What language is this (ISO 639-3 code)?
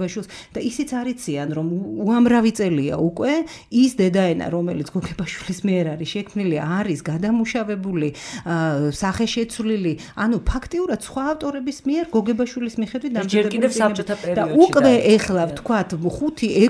kat